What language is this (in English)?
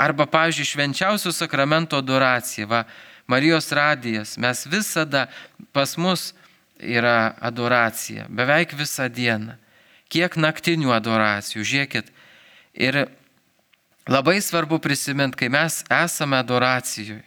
Lithuanian